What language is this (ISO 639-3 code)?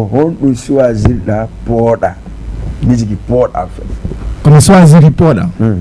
ful